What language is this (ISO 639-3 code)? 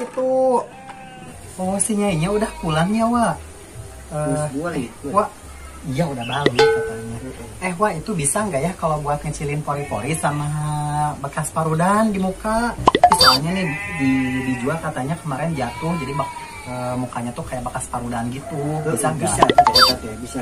sun